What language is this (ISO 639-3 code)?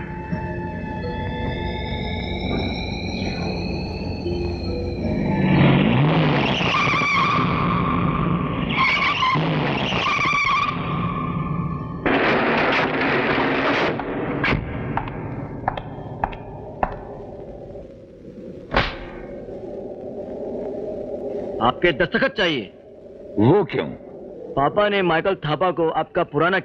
hin